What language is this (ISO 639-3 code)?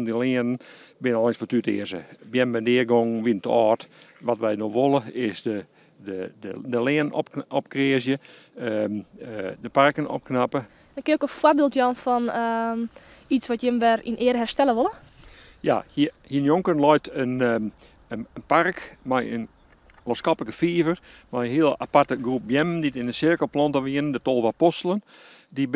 fry